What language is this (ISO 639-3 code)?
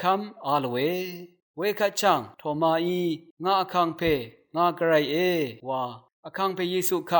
raw